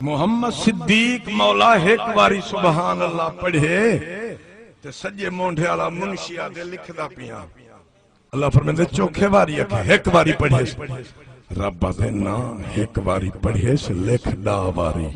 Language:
Saraiki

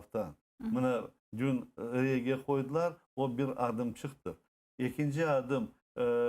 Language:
Crimean Tatar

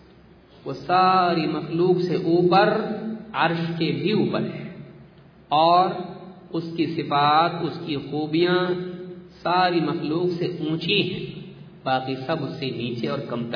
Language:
Urdu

